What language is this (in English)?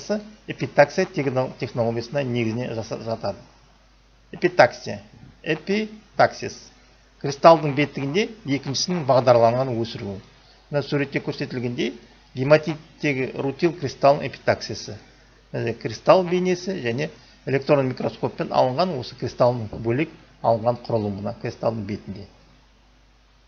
Kazakh